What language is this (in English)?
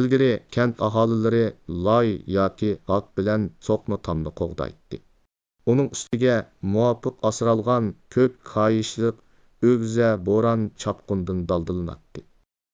Uyghur